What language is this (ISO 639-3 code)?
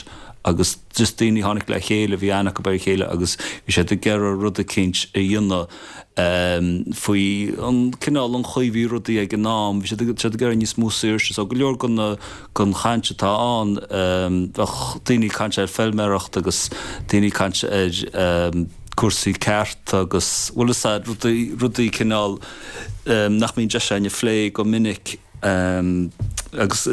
gle